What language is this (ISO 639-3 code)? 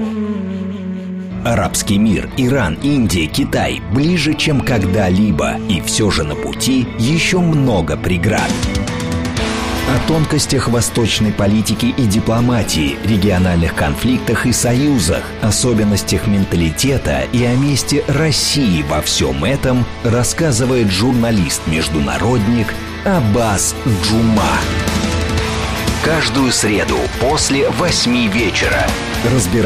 rus